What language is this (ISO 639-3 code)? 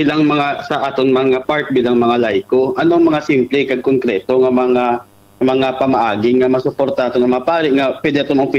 hil